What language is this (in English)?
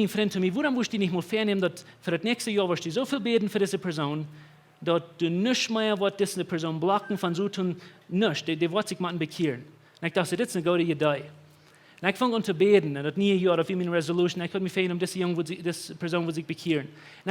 Plautdietsch